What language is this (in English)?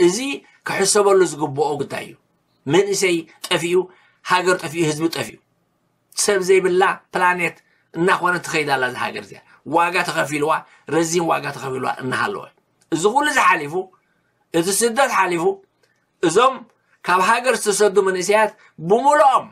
Tigrinya